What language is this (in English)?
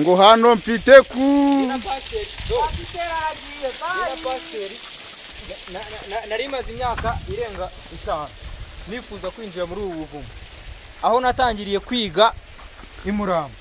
Kinyarwanda